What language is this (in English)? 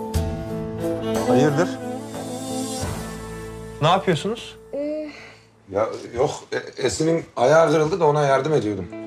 Turkish